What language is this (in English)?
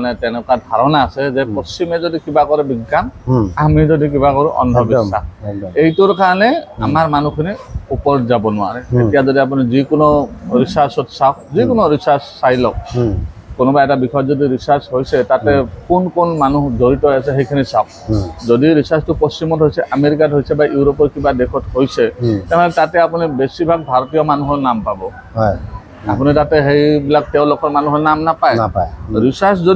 Assamese